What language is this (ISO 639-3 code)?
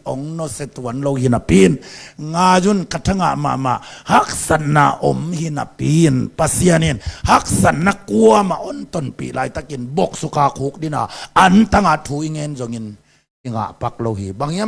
ctd